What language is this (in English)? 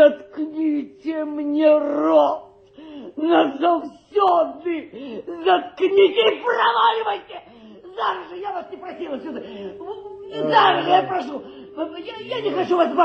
Belarusian